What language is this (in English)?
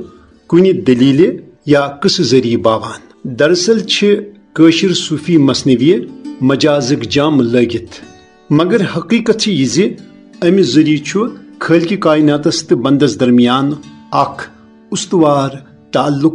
Kashmiri